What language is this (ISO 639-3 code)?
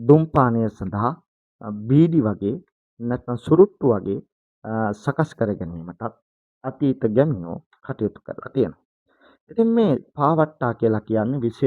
sin